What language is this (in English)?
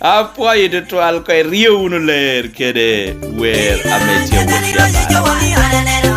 Lango (Uganda)